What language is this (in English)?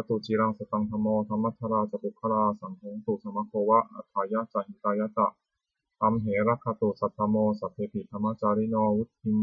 Pali